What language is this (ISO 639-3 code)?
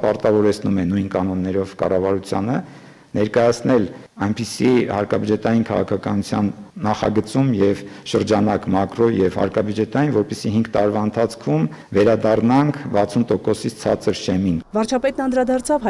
hye